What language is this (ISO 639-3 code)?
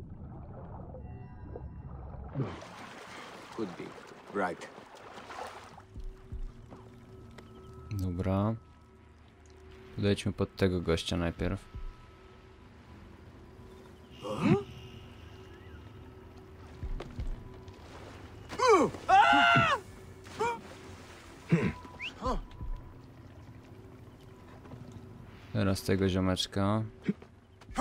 pol